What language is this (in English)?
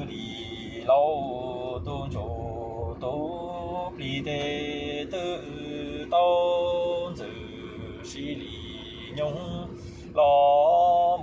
Hmong